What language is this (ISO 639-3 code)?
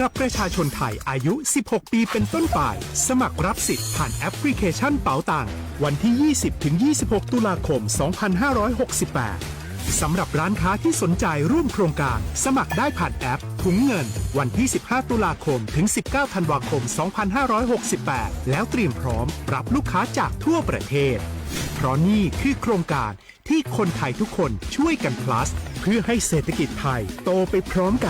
lhu